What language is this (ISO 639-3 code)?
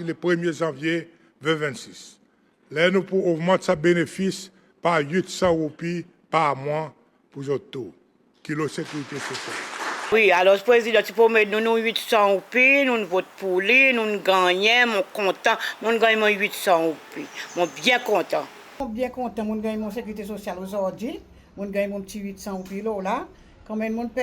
crs